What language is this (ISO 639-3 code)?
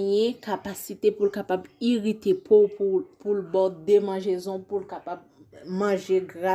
hat